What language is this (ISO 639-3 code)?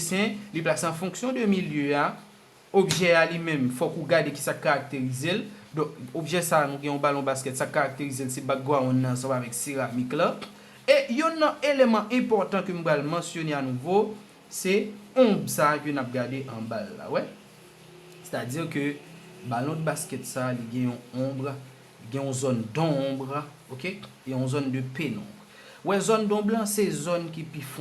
hat